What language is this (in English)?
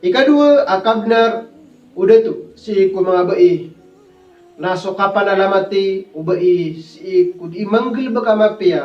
Maranao